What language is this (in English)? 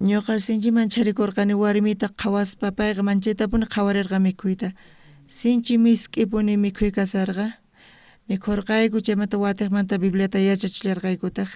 South Bolivian Quechua